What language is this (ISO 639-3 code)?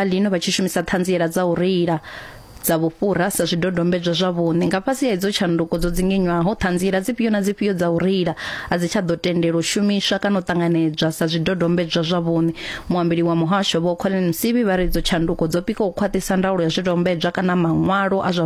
ven